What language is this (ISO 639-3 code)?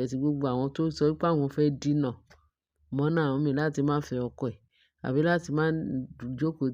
yor